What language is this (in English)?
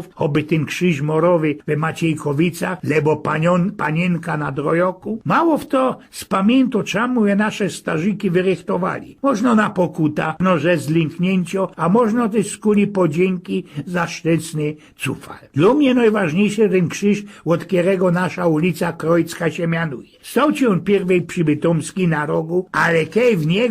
Silesian